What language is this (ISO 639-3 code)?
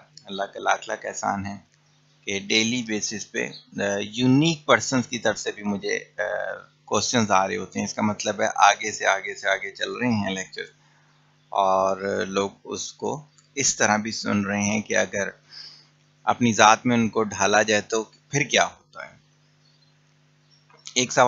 urd